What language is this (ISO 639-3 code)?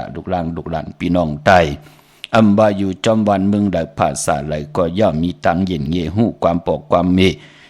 shn